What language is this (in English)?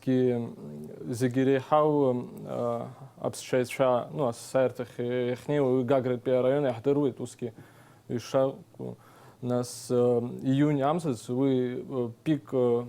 Abkhazian